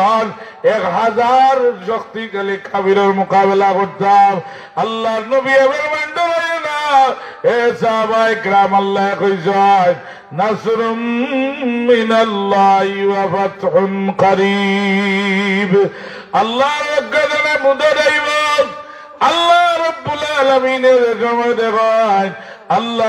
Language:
Sylheti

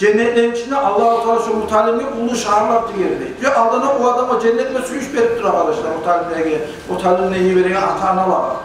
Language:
Kumyk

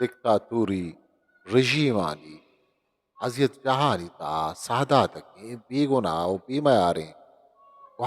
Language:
Eastern Balochi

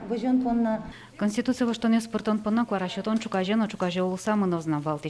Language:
Udmurt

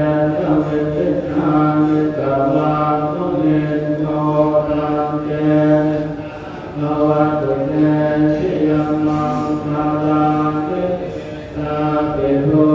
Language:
Pali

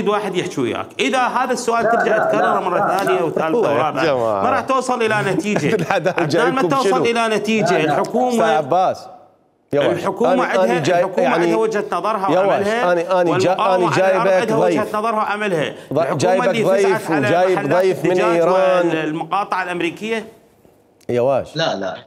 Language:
Mesopotamian Arabic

